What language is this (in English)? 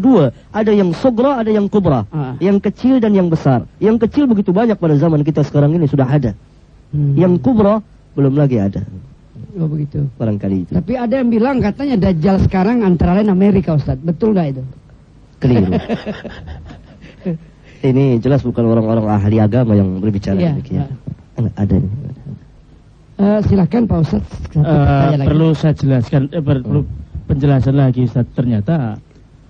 Indonesian